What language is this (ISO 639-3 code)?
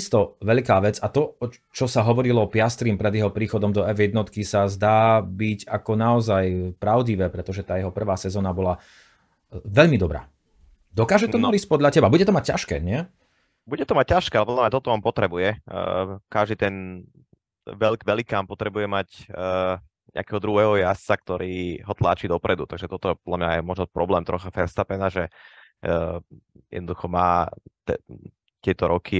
slk